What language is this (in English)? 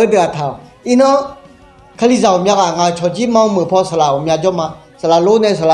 Akha